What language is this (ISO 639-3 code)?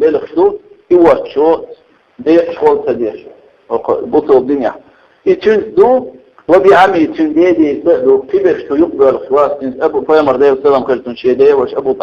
che